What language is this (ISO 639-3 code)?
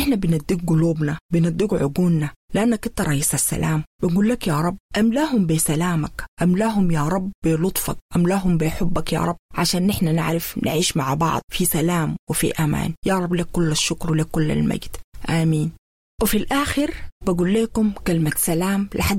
apd